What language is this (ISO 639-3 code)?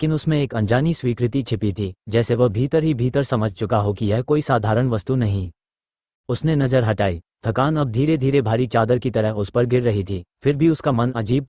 hin